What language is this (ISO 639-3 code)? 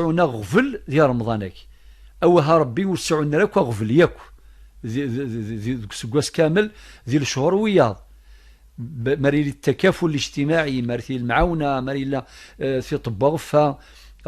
kab